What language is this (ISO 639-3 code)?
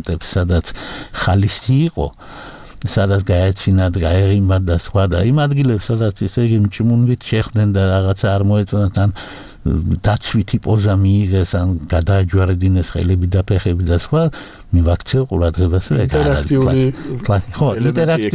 kat